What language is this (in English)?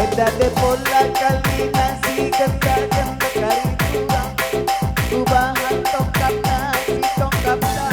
Batak Karo